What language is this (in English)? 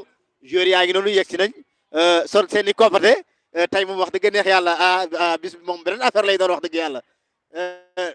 Wolof